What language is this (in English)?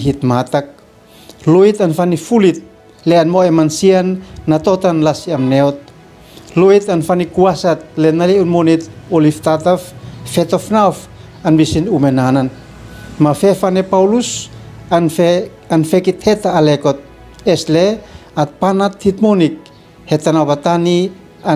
Uab Meto